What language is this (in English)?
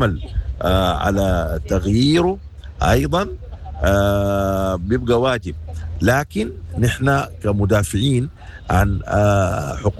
Sudanese Arabic